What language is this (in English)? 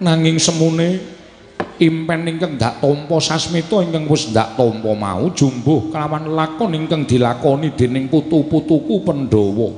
Javanese